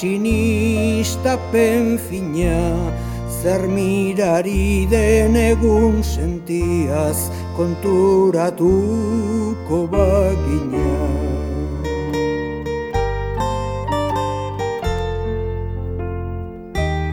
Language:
Basque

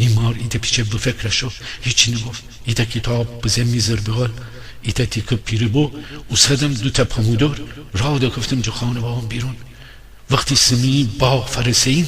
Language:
Gilaki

